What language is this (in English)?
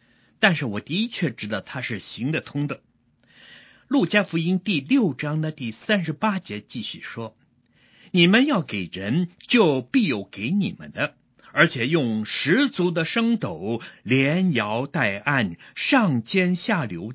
Chinese